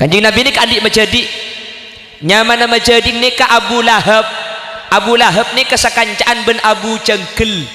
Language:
Madurese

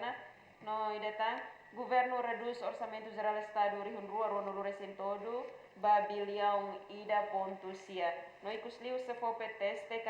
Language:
Tetum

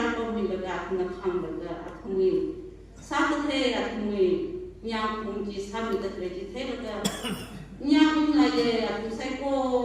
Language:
Tangkhul Naga (India)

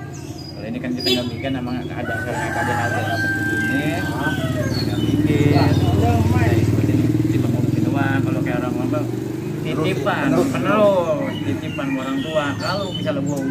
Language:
Betawi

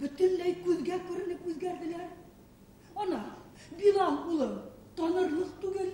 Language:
Bashkir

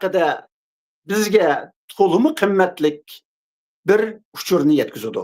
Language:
Uyghur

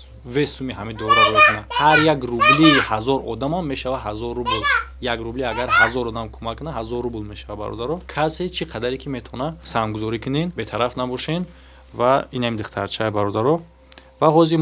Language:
Tajik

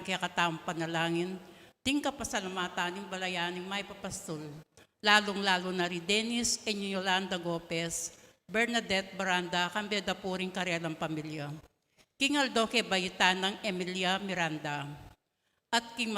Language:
Pampanga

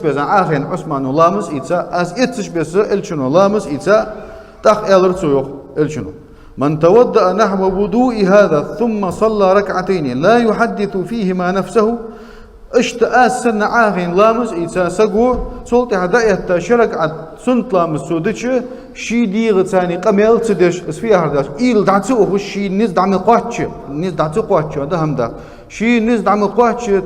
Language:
Ingush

